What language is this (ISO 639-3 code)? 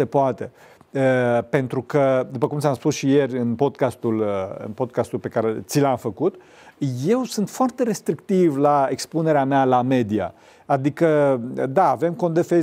ron